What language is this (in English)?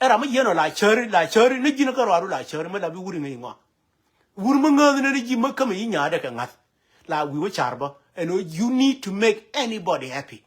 Nuer